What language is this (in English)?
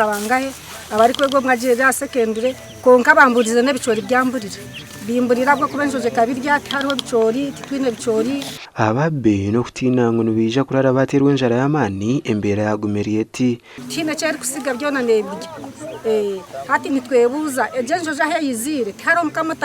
Nyankole